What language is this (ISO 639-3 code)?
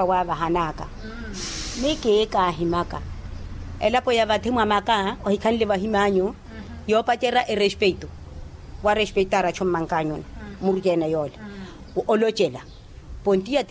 vmw